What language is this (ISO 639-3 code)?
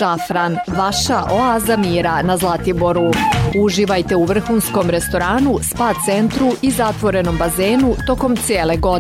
srp